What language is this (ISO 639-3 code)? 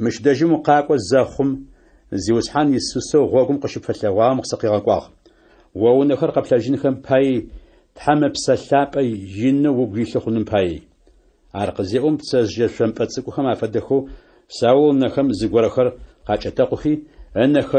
ady